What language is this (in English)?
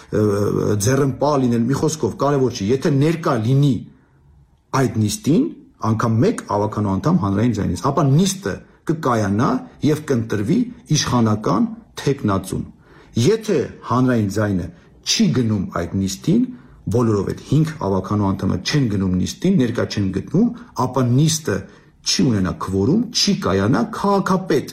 Armenian